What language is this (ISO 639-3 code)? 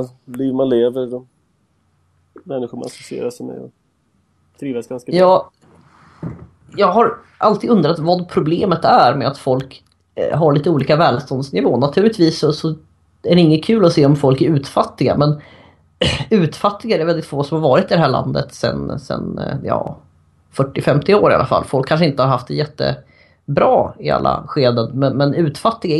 swe